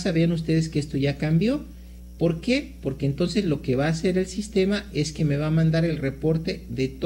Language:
Spanish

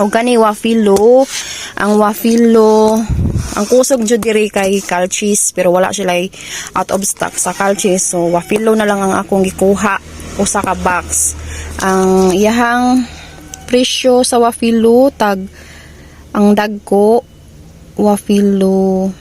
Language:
Cebuano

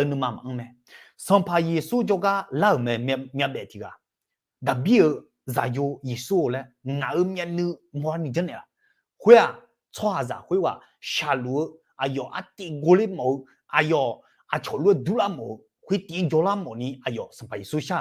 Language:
Akha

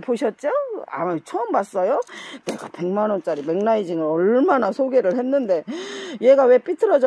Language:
Korean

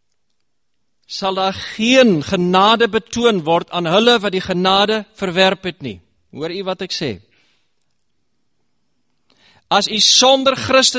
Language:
Afrikaans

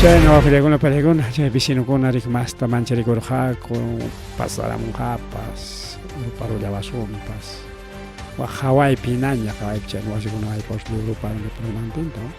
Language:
Ayacucho Quechua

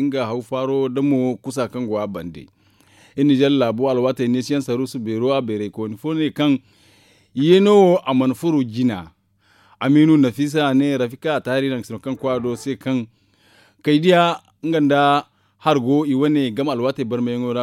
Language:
Zarma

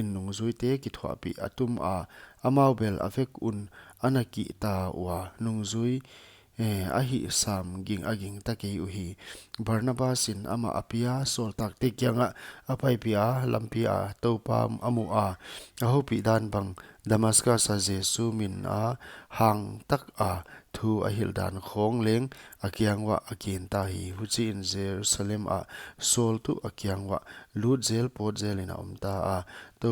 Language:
Paite Chin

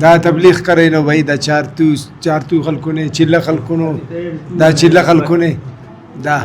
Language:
Brahui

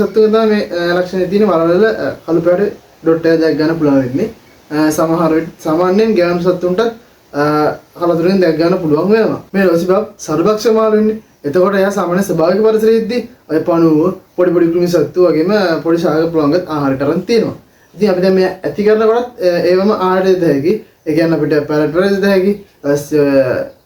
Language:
Sinhala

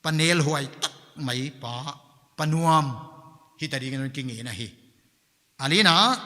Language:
Paite Chin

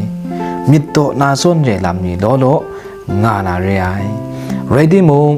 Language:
Kachin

